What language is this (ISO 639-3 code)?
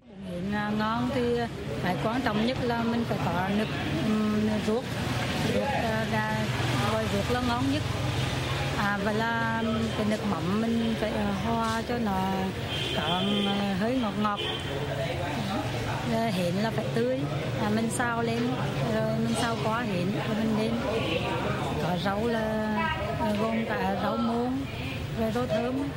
vie